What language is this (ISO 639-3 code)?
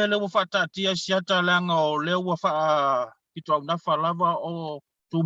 smo